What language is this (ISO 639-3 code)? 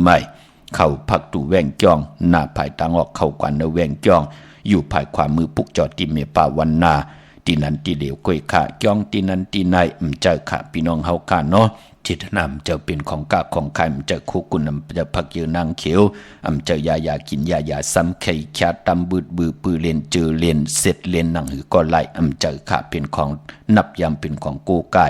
shn